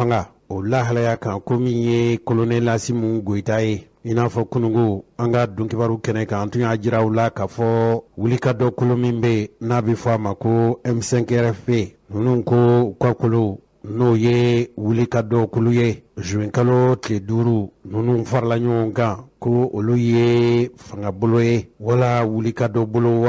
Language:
Bambara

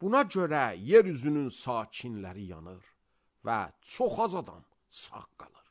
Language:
Azerbaijani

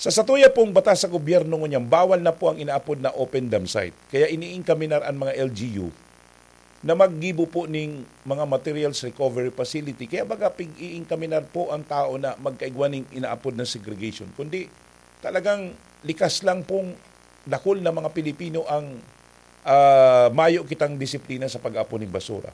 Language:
Bikol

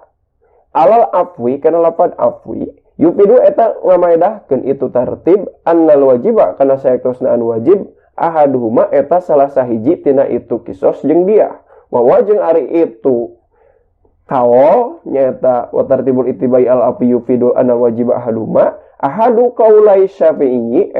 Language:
Sundanese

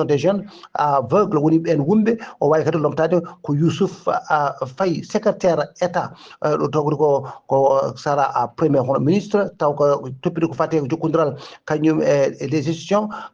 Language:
Fula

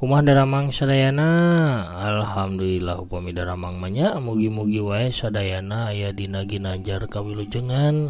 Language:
Sundanese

